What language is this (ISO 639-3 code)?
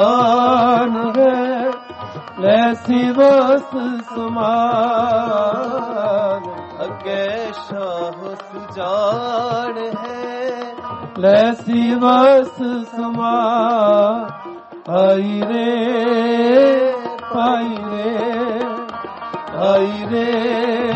pan